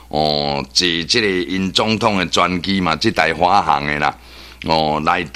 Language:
Min Nan Chinese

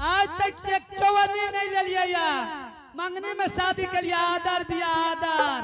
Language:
Angika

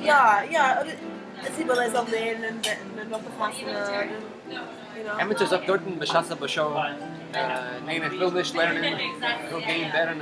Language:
Yiddish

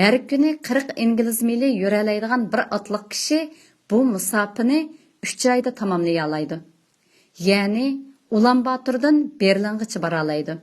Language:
Uyghur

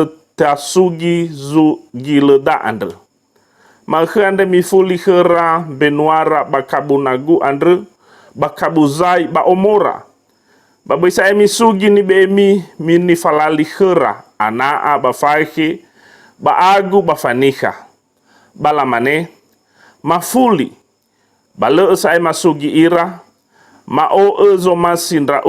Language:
Nias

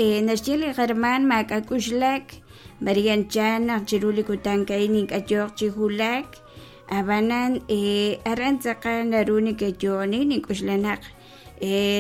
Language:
Kekchí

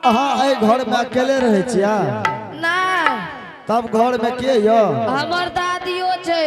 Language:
Angika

